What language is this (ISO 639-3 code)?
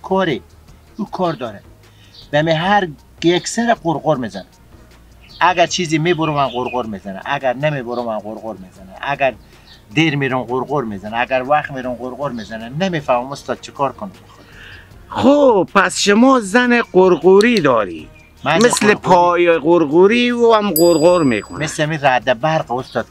fas